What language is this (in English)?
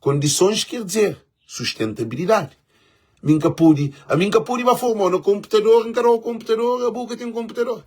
Kabuverdianu